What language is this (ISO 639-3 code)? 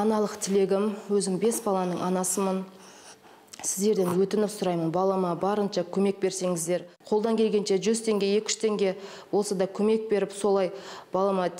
kaz